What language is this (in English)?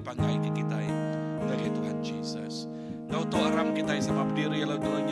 Iban